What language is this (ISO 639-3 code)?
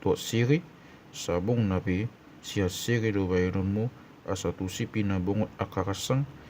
bbc